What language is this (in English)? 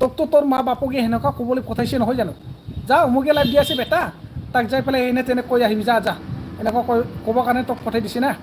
Bodo